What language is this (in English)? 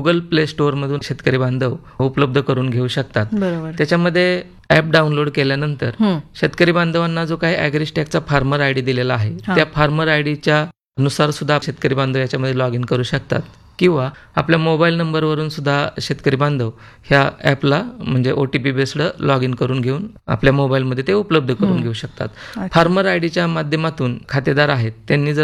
Marathi